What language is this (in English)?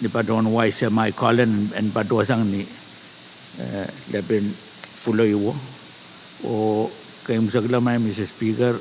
Pohnpeian